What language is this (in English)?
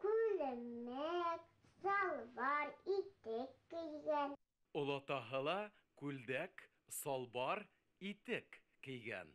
Bashkir